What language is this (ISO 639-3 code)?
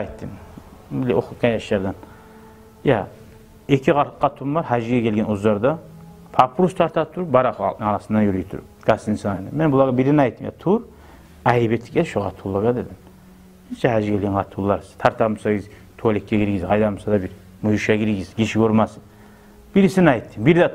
kum